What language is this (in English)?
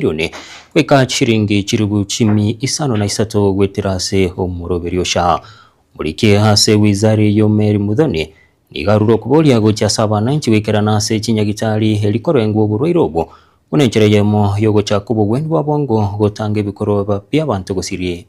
Gusii